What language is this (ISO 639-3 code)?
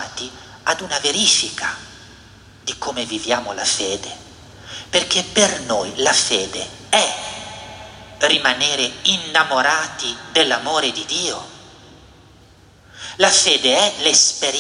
ita